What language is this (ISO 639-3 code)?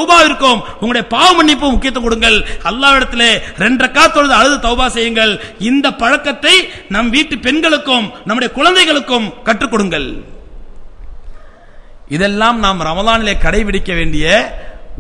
tam